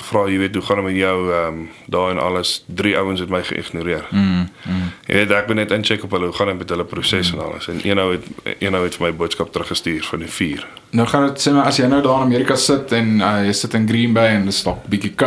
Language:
Afrikaans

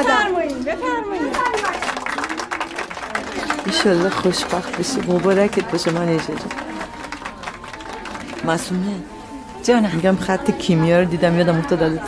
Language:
Persian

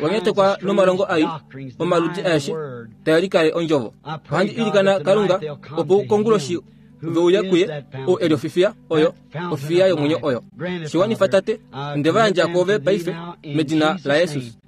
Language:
Kuanyama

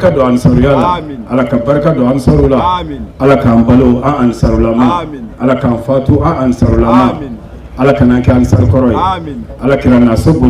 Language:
Bambara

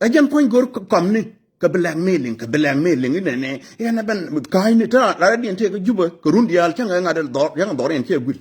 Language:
Nuer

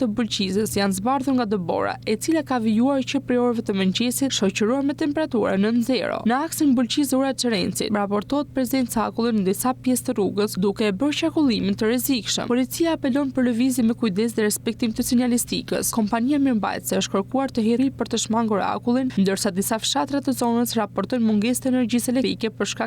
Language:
Albanian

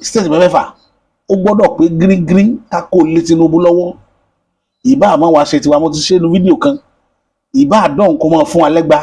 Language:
Yoruba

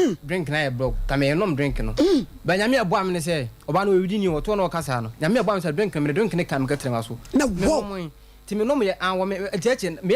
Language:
Akan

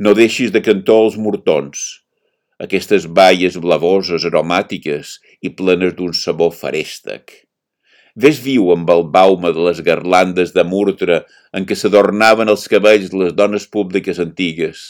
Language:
Catalan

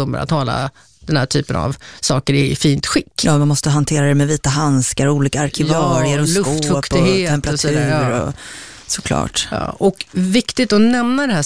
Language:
Swedish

